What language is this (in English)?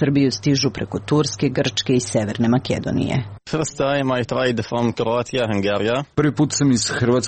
Serbian